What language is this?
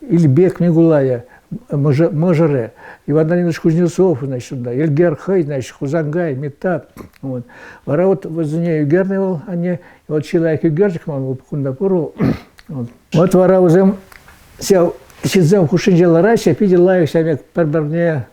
Chuvash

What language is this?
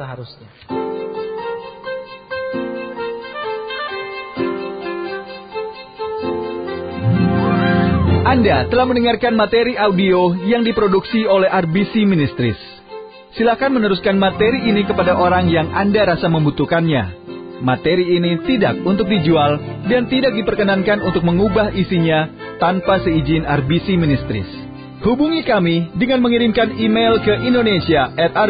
Indonesian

